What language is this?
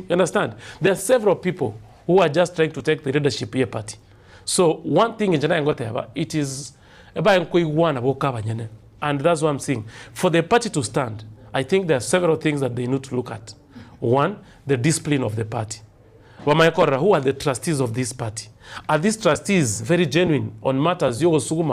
Gusii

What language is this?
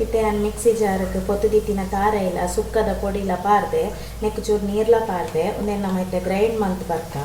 Tulu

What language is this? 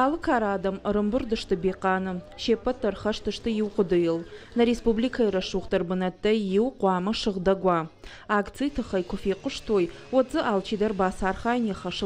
Ossetic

